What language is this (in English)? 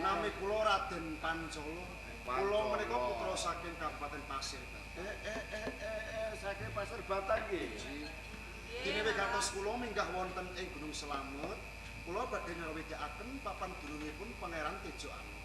Javanese